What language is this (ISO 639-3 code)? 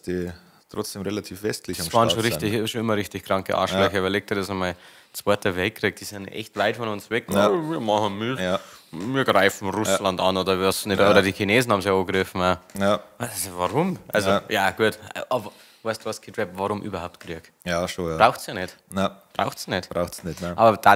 bar